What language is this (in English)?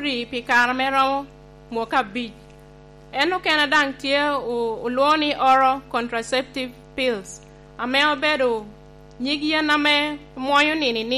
Lango (Uganda)